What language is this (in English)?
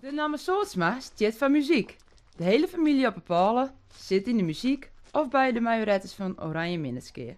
Western Frisian